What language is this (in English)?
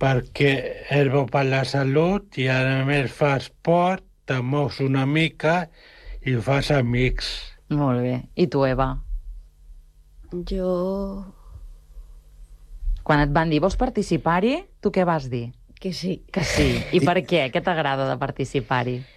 Catalan